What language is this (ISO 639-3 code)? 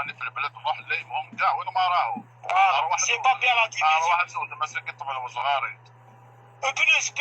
arq